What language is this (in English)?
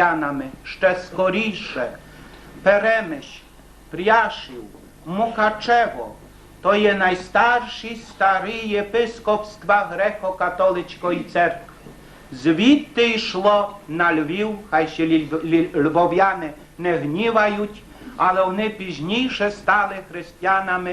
Rusyn